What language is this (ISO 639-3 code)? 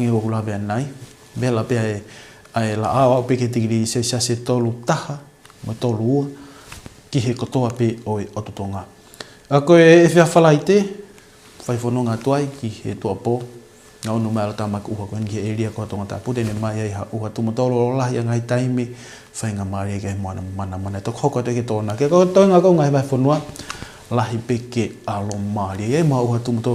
ton